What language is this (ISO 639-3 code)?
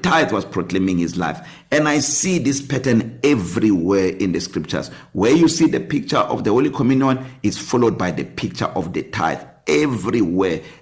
eng